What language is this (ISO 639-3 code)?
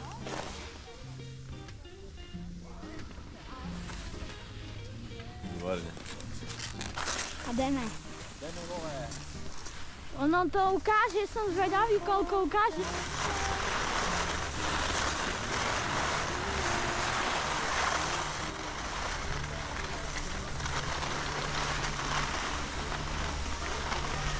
slk